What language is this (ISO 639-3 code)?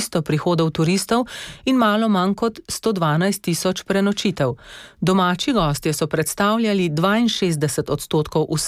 slv